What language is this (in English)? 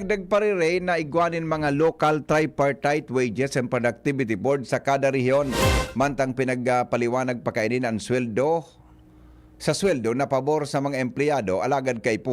Bikol